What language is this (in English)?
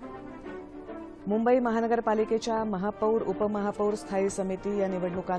Marathi